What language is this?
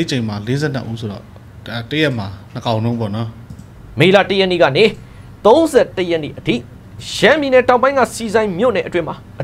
Burmese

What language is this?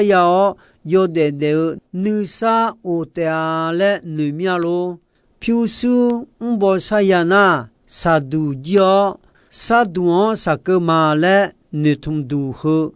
Akha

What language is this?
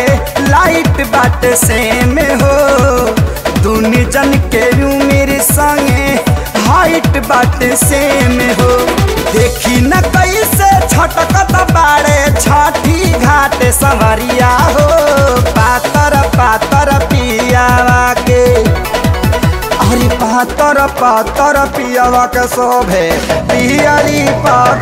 Bhojpuri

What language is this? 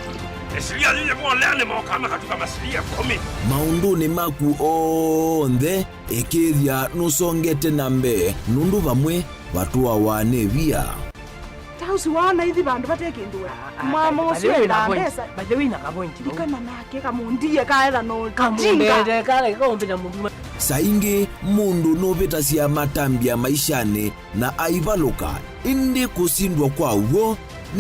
Kamba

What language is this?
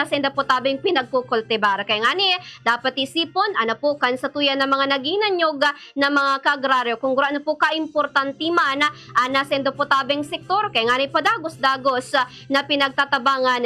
Bikol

